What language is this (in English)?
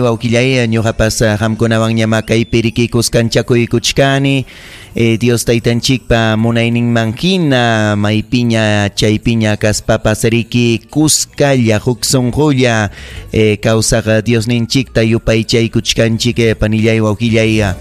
Ayacucho Quechua